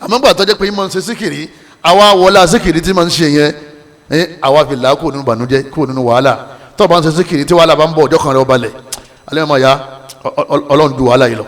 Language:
Yoruba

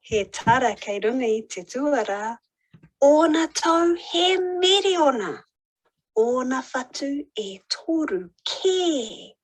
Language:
Māori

